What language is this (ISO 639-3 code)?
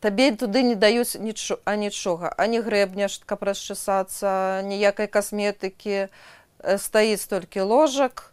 bel